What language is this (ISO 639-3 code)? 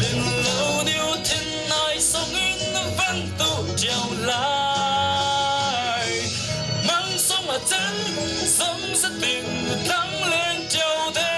cfm